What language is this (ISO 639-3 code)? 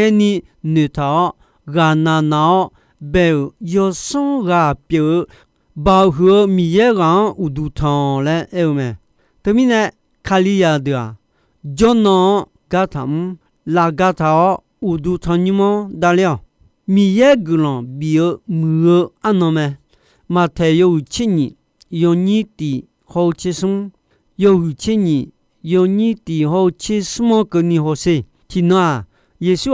ahk